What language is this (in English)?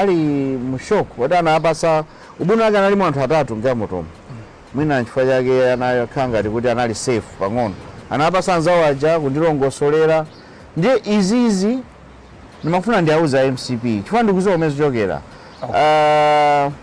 Nyanja